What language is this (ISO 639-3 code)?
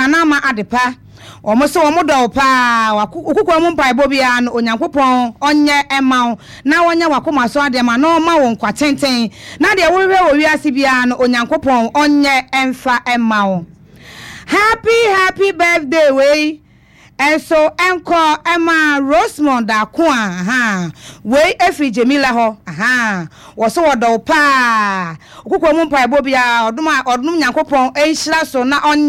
aka